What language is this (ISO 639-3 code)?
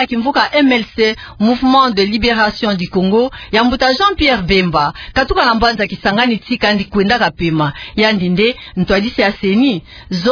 ktu